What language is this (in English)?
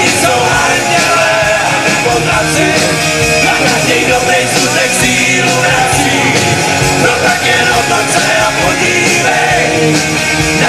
Czech